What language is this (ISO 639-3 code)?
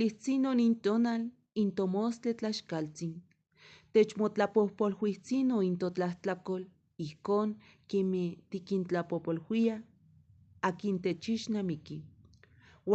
nhe